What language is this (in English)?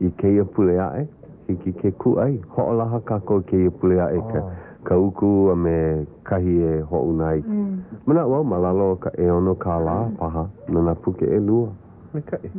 Hawaiian